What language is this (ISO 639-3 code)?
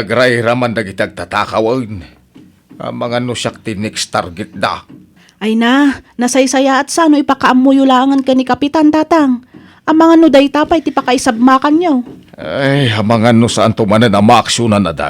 ilo